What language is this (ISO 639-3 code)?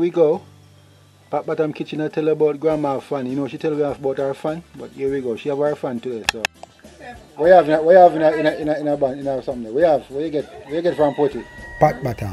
jam